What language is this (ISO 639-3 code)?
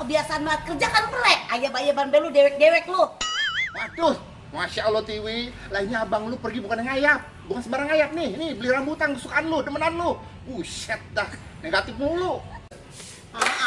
bew